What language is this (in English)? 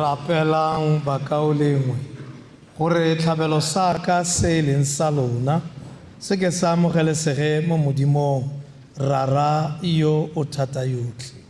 Tswana